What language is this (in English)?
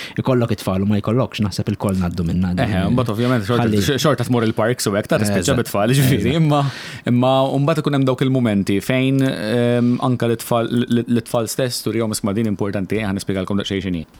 Maltese